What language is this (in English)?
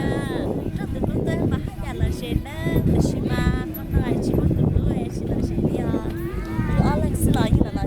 Hmong